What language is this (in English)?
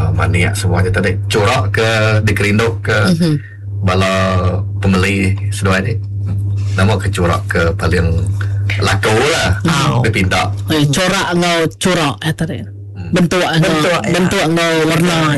Iban